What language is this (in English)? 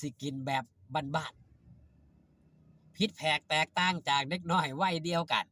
Northeastern Thai